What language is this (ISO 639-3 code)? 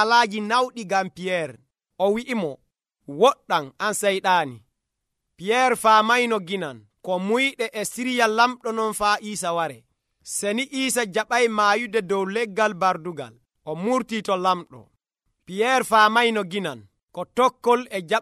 fuv